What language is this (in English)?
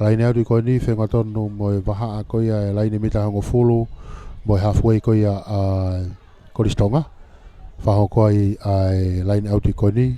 Tongan